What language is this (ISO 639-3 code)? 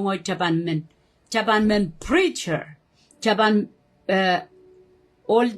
pon